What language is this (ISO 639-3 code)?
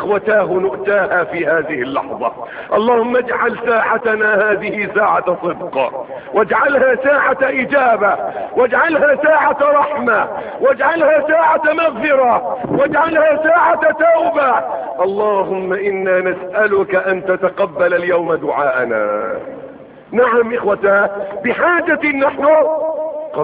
ara